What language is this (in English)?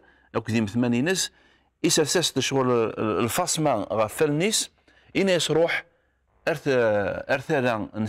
Kabyle